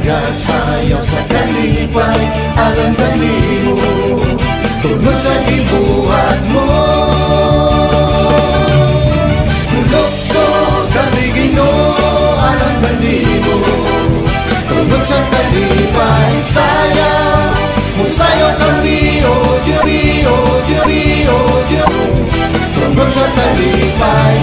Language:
Cebuano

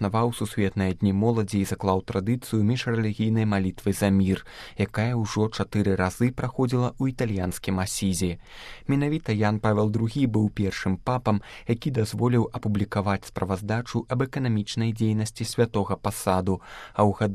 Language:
Belarusian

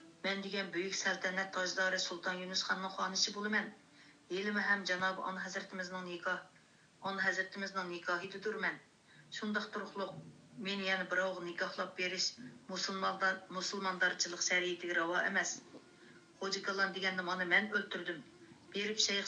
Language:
Uyghur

